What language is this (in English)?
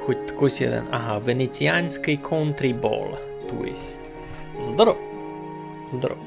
Rusyn